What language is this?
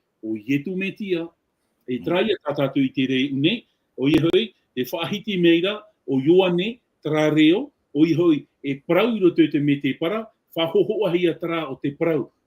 Tahitian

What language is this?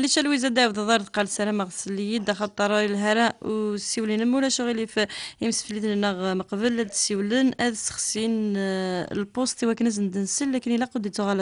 Kabyle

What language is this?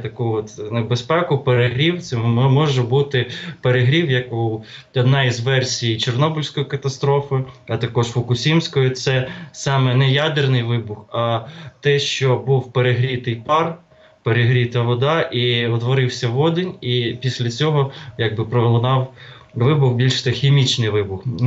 Ukrainian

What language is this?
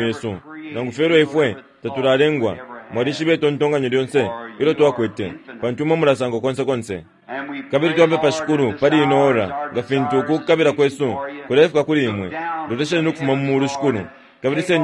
Bemba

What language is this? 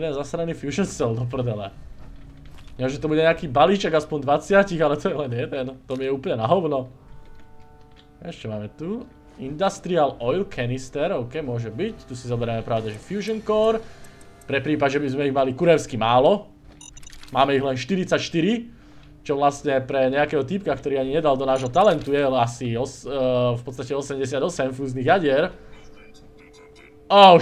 Slovak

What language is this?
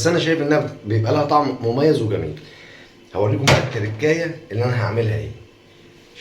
Egyptian Arabic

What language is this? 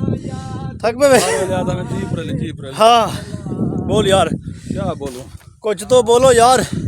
Saraiki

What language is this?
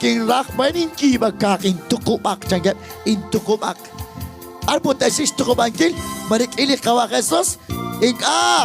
Kekchí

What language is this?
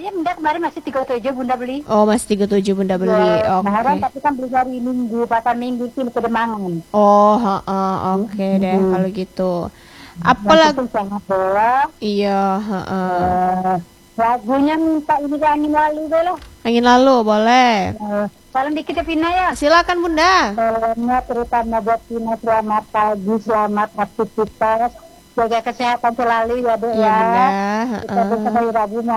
Indonesian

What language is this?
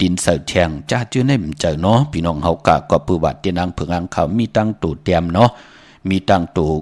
Shan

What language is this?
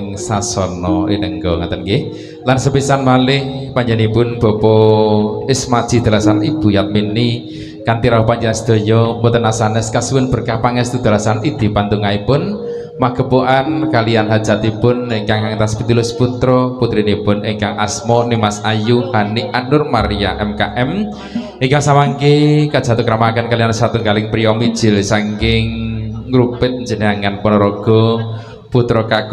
Javanese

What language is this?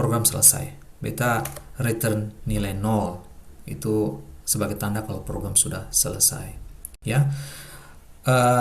Ambonese Malay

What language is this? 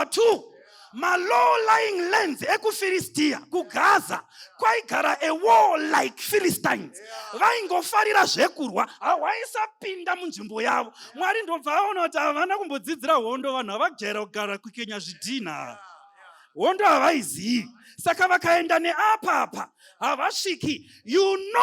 Shona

